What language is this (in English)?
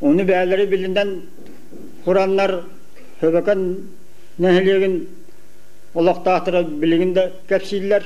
Yakut